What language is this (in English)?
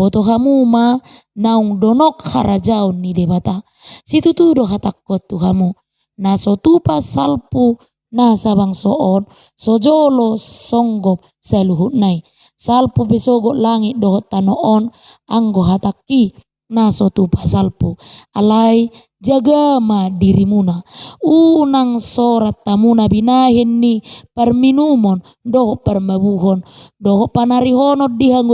Batak Toba